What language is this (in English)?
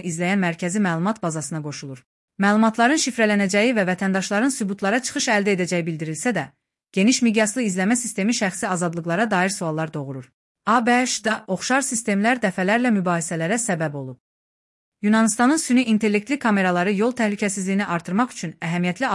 Azerbaijani